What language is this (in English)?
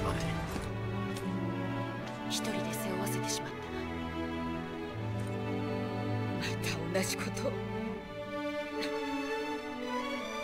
Japanese